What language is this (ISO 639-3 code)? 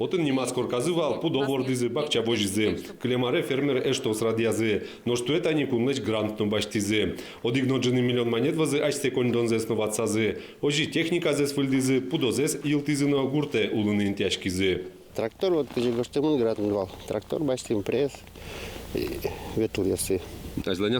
udm